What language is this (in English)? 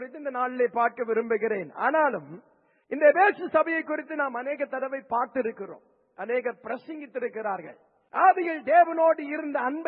Tamil